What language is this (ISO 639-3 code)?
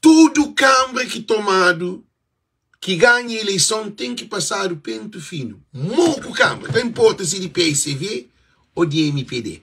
kea